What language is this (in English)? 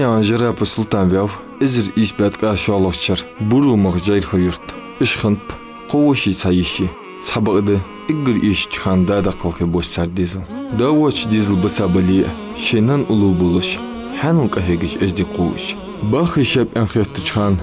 Ingush